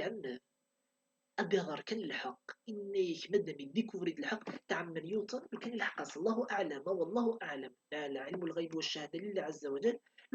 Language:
Kabyle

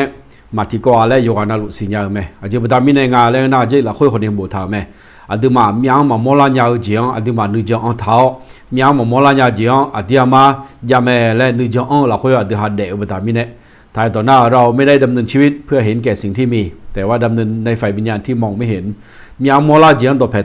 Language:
Akha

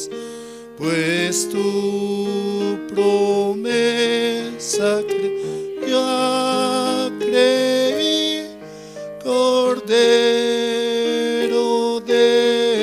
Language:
South Bolivian Quechua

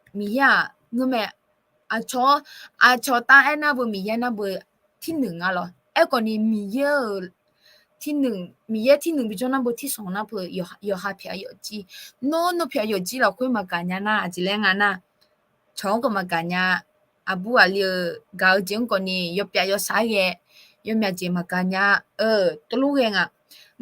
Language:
Akha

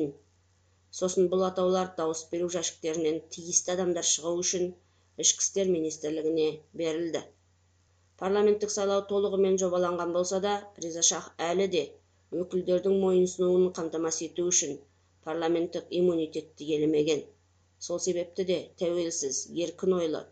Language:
Kazakh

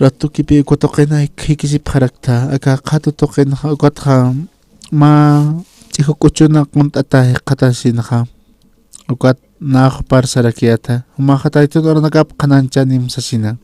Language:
Aymara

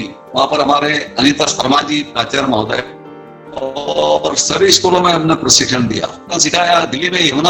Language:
Hindi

